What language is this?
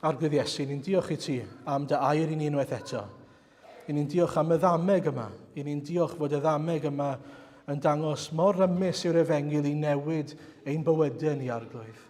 Welsh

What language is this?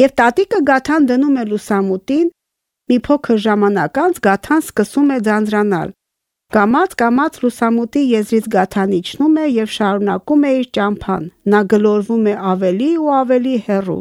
Armenian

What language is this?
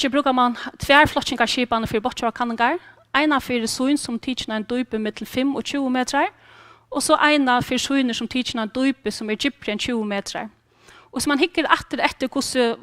Faroese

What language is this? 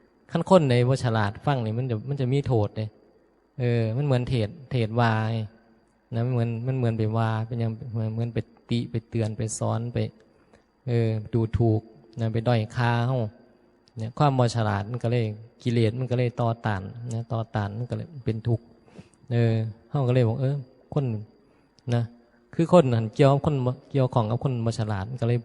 Northeastern Thai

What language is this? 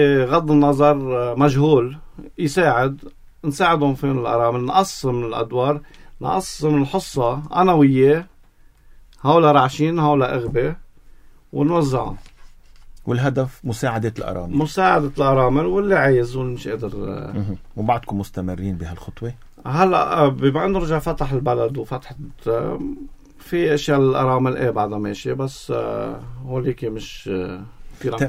North Levantine Arabic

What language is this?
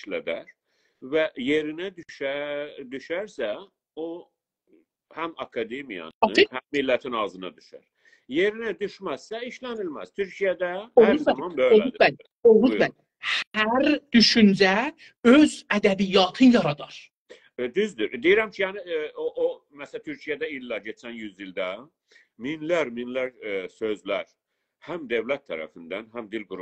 South Azerbaijani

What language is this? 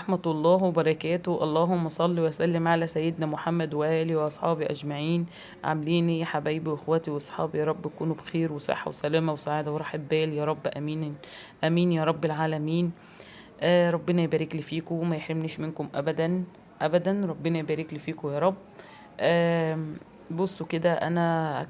Egyptian Arabic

